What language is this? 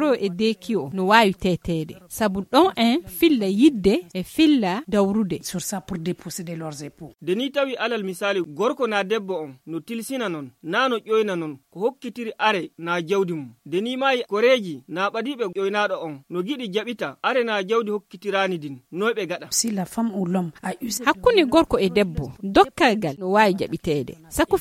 Nigerian Fulfulde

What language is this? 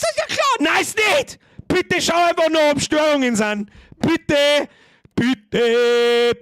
Bavarian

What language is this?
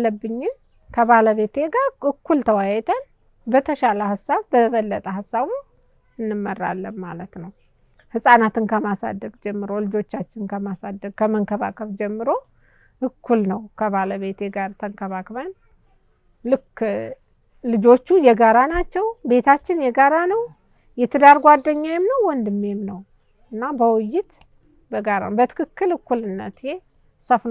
Amharic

